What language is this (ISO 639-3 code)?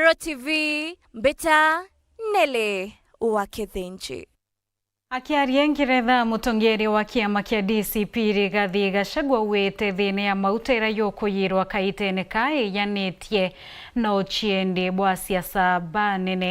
mer